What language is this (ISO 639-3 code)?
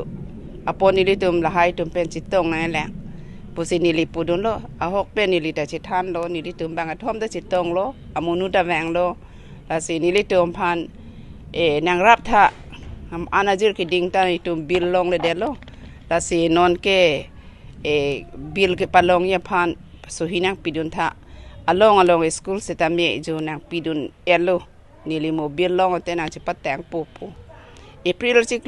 mjw